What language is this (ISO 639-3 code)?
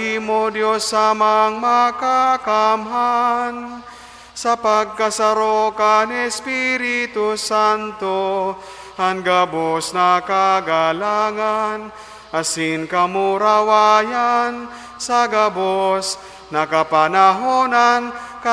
bik